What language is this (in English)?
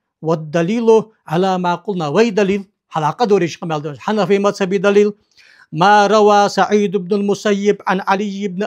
Ingush